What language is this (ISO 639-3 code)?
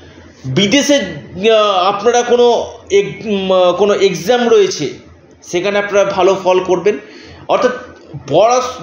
ben